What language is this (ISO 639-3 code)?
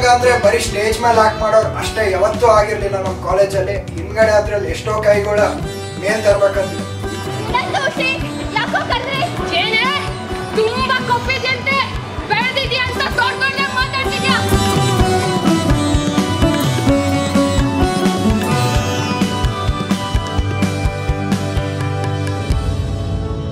kan